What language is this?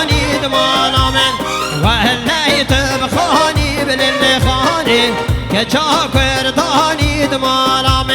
Kurdish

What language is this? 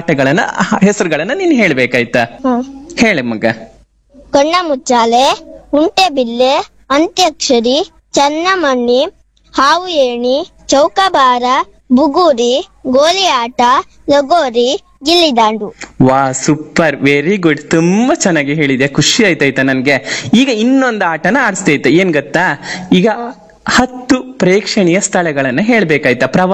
Kannada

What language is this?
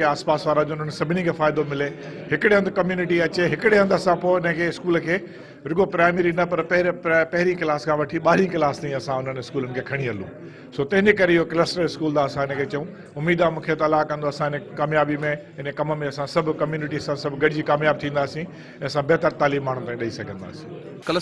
Sindhi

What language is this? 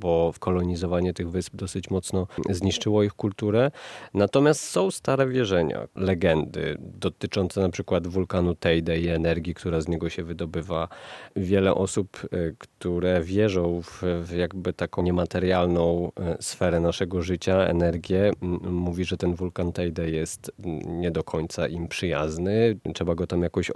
Polish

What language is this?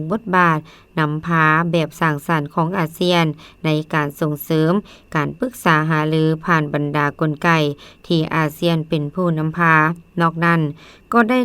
Lao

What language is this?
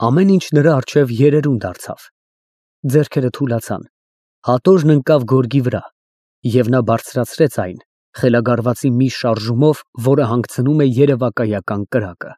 Armenian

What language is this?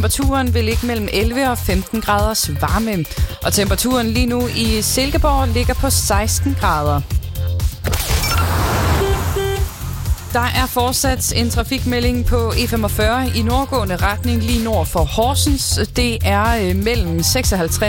Danish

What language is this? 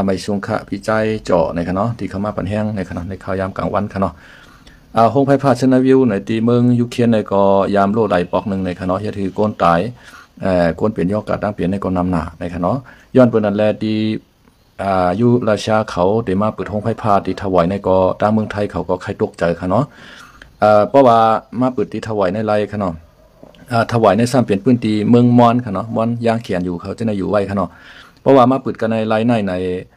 Shan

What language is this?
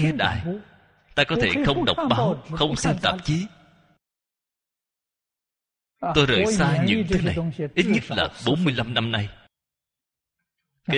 Vietnamese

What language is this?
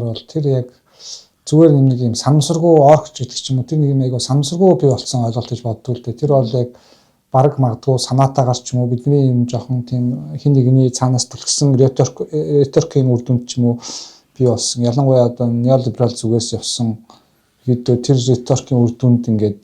Mongolian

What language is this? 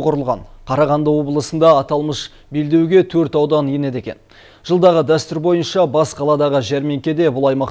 Kazakh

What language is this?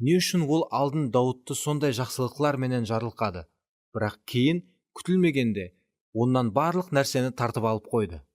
Kara-Kalpak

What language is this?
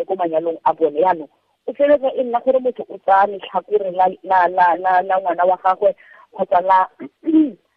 Tswana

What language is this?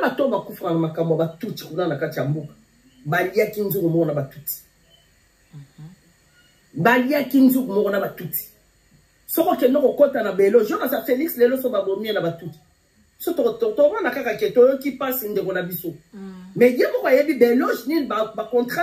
Lingala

